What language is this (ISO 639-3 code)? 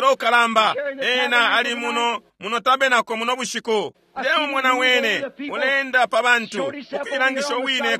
bem